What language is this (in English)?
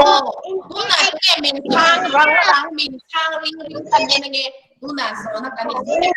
Mizo